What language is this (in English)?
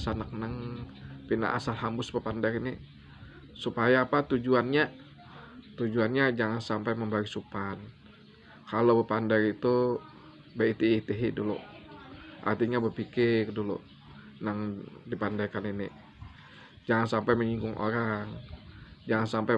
Banjar